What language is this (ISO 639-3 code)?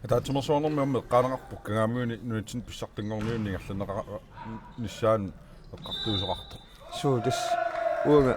kal